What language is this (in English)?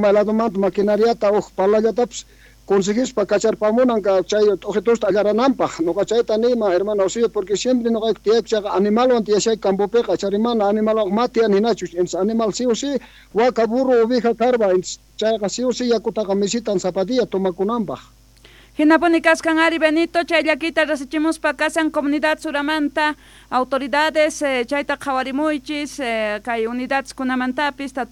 South Bolivian Quechua